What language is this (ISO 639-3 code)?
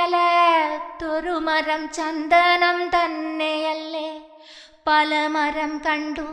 mal